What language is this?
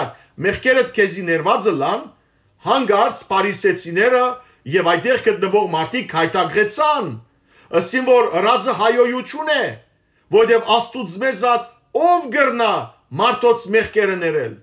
Western Armenian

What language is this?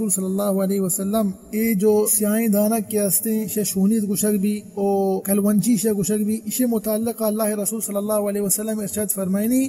Eastern Balochi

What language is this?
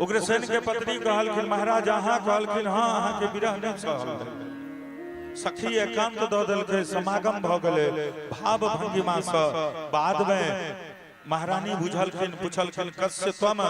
Maithili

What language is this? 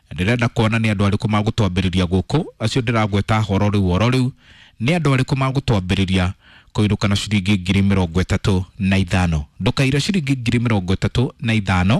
Kikuyu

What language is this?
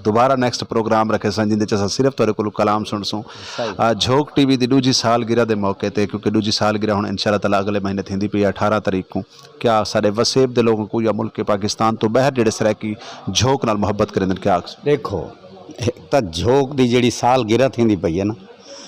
Saraiki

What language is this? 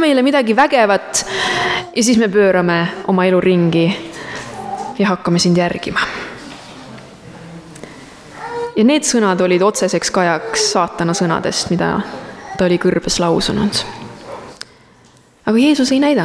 Estonian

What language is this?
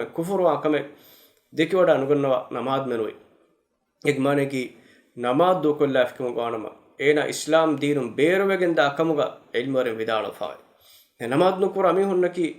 Divehi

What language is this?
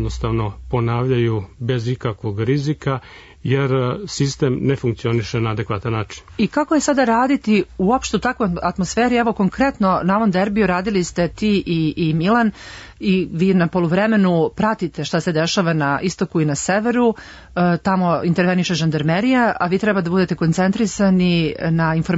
Serbian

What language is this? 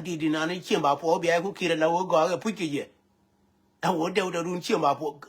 Nuer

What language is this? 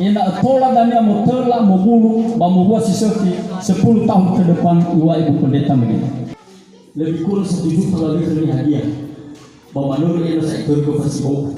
Nias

